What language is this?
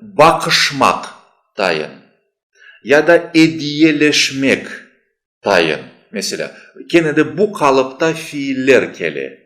Crimean Tatar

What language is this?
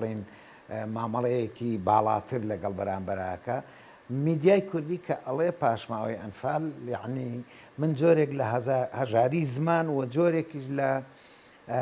Central Kurdish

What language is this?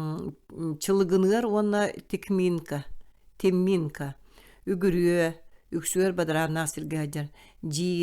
Yakut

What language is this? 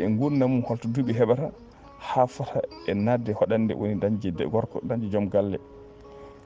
Fula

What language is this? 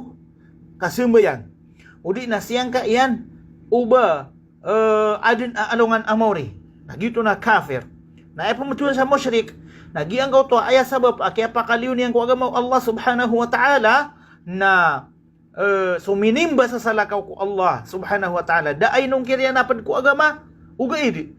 Maranao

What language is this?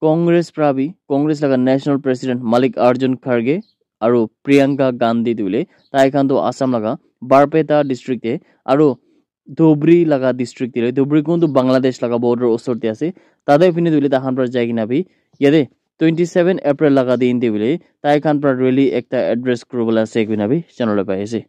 Naga Pidgin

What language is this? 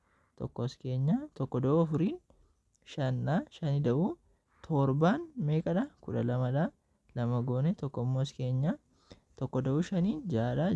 Oromo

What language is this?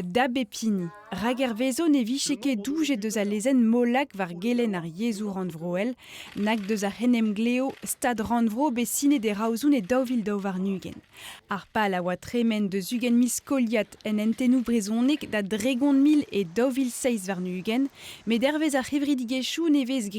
Breton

